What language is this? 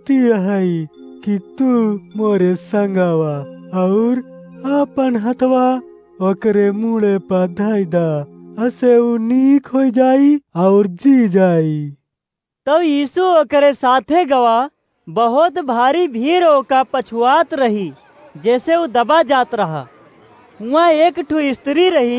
Awadhi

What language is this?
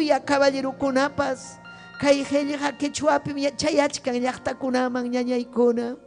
Ayacucho Quechua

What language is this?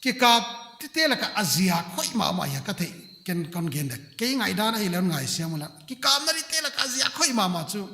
Paite Chin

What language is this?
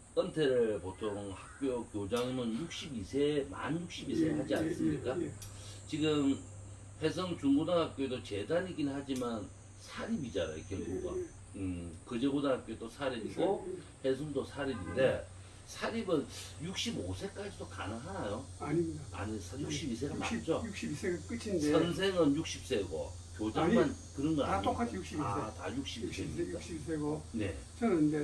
Korean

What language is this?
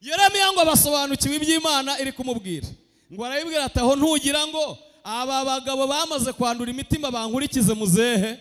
Kinyarwanda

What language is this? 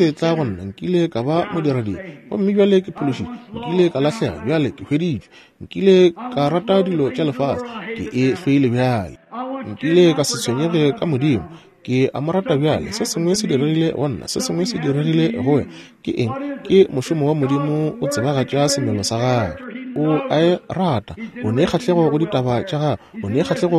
Northern Sotho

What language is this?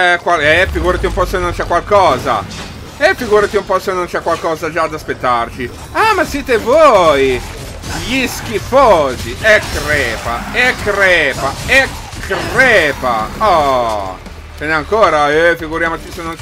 Italian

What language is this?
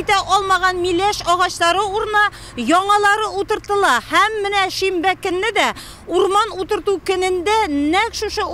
Tatar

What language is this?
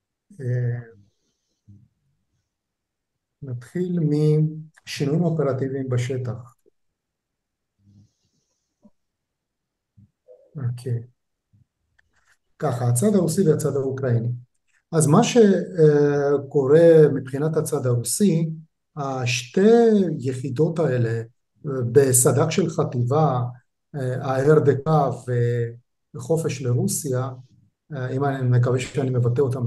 Hebrew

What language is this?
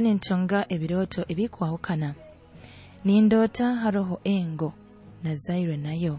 Nyoro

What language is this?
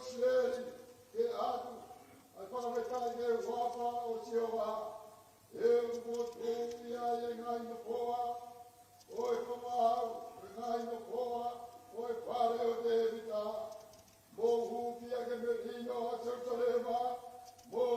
Tongan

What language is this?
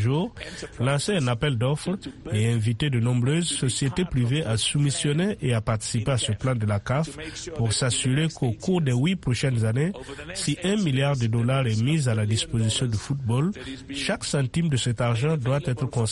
French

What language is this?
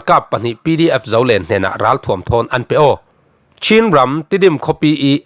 Falam Chin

